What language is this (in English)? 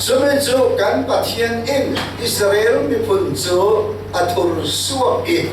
Falam Chin